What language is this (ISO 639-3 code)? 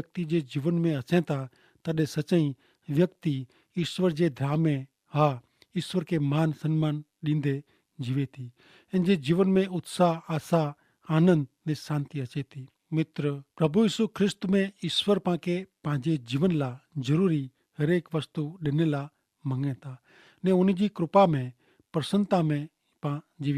kfr